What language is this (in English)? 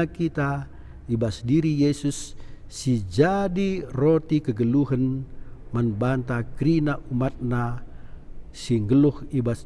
Batak Karo